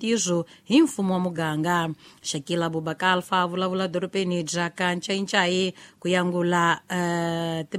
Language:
Tsonga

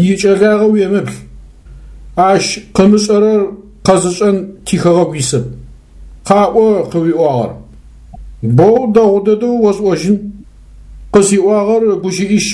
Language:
Adyghe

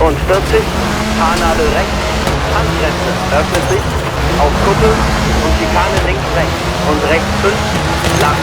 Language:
Bavarian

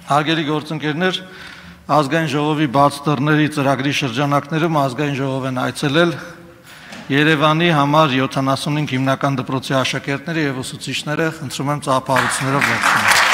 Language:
Armenian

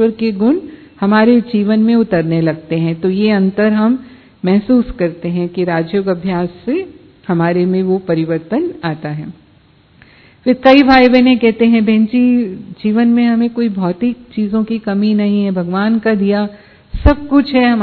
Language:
Hindi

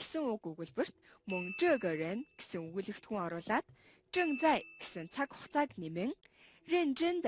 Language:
Mongolian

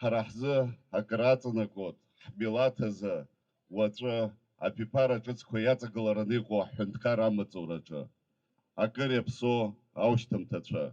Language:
Abkhazian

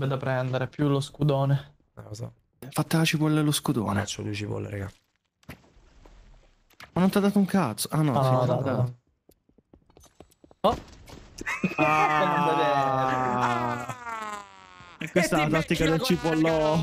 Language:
Italian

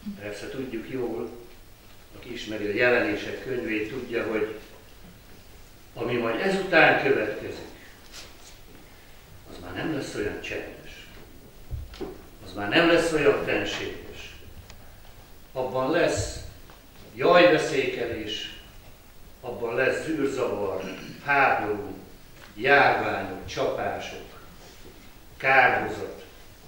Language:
Hungarian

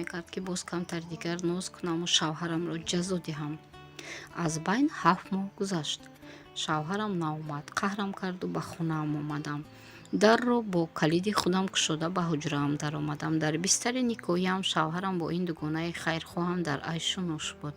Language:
Tajik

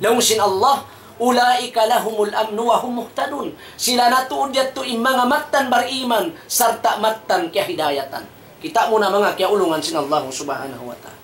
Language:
Tausug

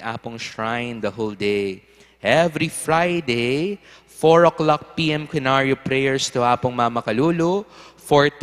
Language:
Pampanga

